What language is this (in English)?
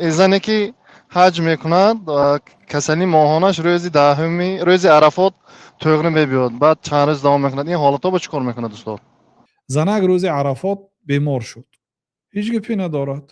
Tajik